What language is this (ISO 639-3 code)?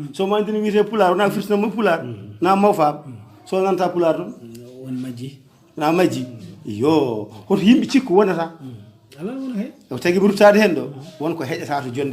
ful